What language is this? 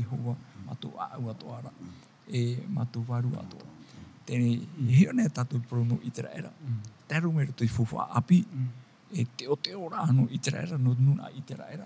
Tahitian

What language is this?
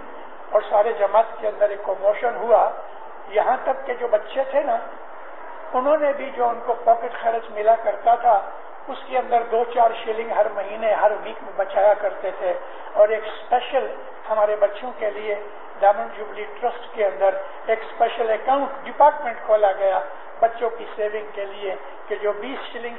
Urdu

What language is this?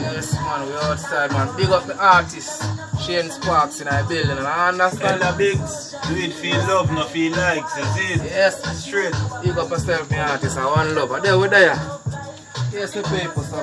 Jamaican Creole English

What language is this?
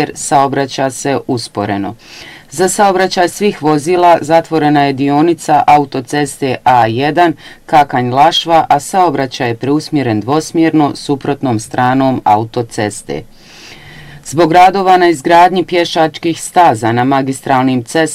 Bosnian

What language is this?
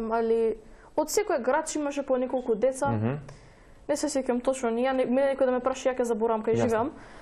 Macedonian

